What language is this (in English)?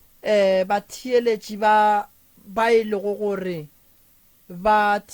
Northern Sotho